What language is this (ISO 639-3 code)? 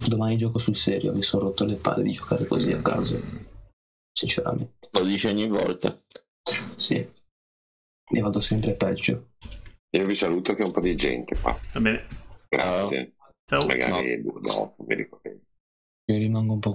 ita